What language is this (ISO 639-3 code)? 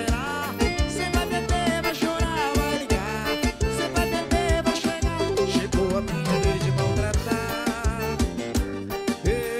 por